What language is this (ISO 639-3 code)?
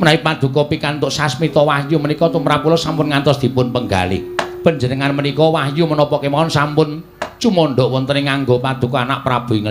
jav